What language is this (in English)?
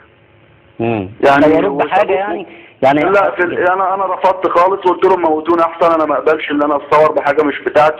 Egyptian Arabic